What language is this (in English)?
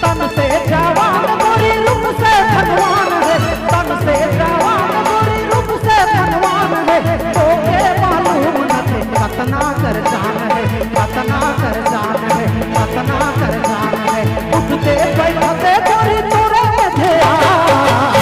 Sadri